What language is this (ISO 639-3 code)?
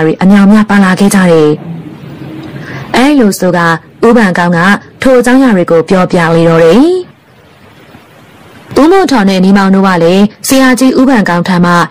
mya